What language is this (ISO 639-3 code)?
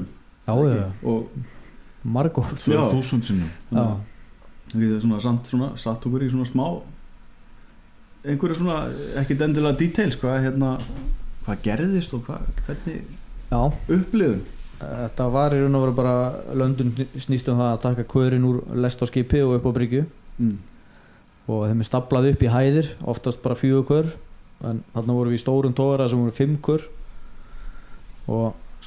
isl